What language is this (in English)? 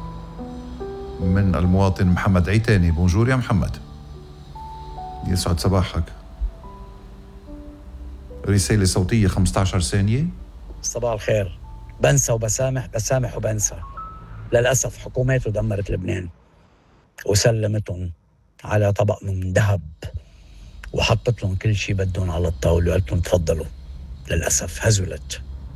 North Levantine Arabic